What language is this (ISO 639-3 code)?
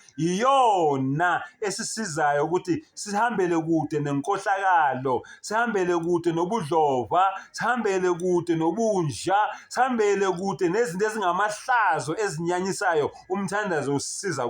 zul